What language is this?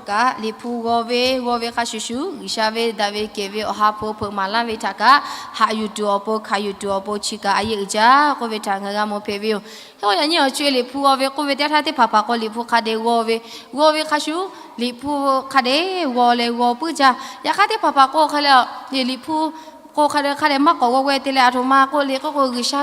Lahu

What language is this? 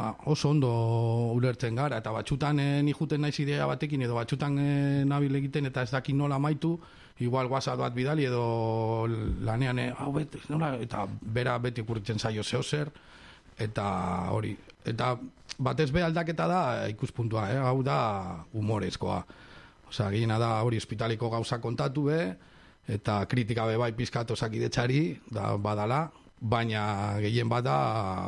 Basque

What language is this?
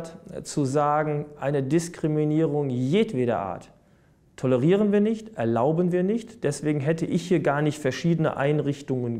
German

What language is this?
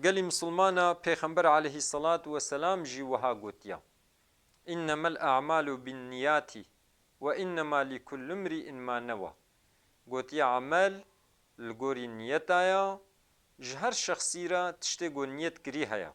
Kurdish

